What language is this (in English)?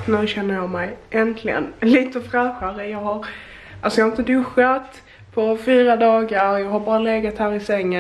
Swedish